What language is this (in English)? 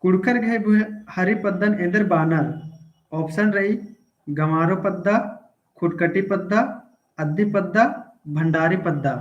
Kurukh